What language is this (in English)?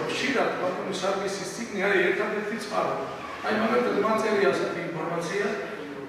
Georgian